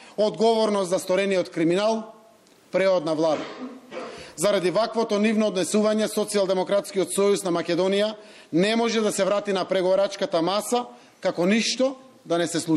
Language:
Macedonian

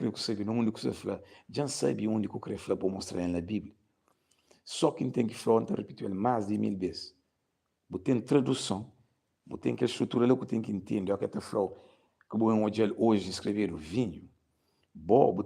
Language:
Kabuverdianu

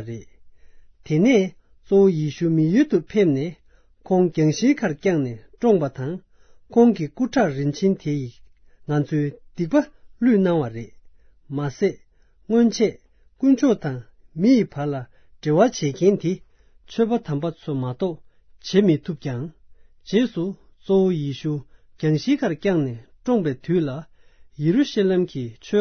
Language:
Tibetan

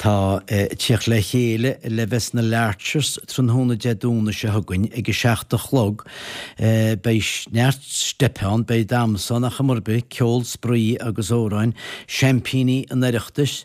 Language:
Irish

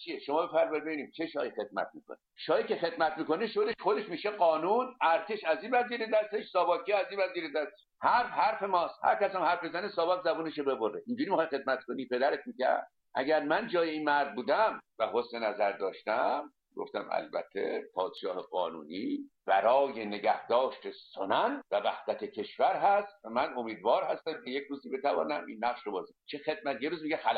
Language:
Persian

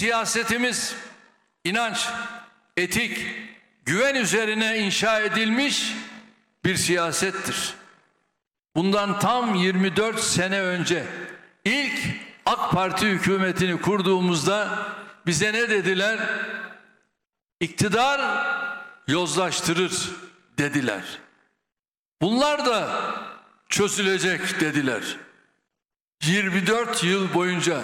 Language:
Turkish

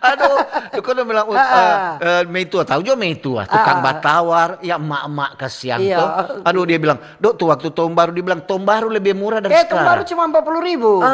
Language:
Manado Malay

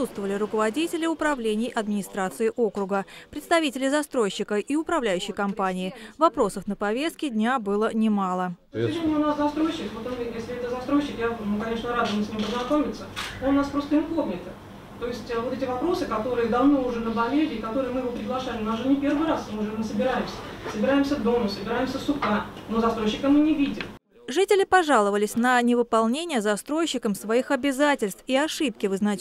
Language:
Russian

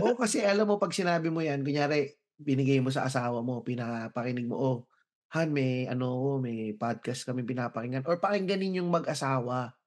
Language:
Filipino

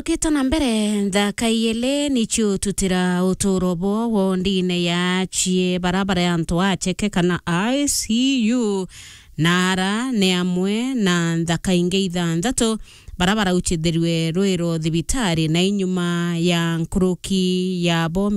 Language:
Meru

